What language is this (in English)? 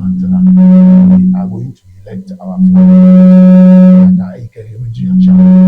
Ewe